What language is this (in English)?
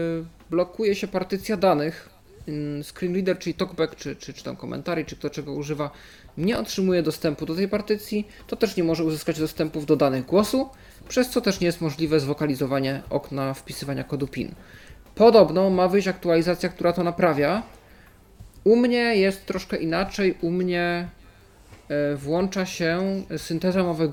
Polish